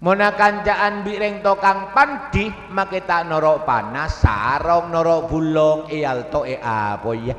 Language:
Madurese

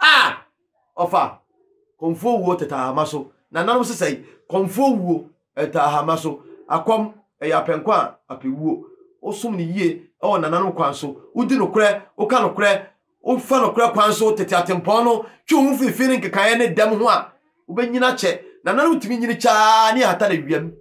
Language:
Akan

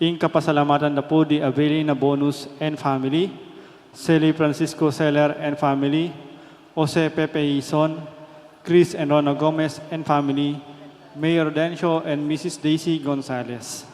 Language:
Pampanga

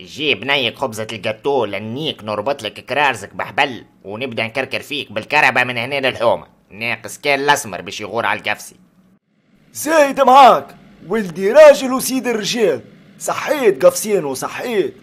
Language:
Tunisian Arabic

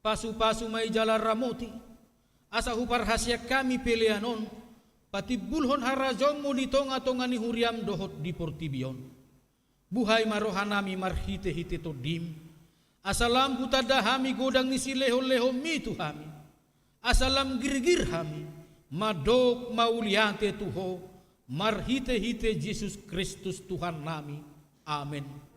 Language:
Batak Toba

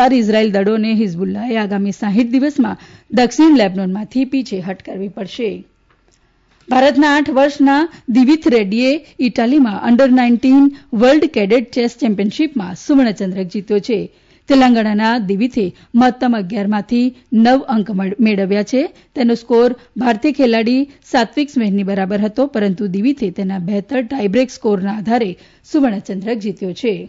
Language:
Gujarati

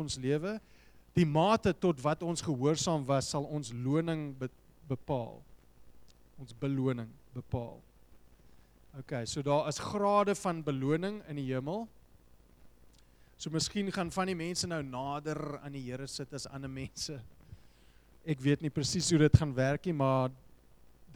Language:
Afrikaans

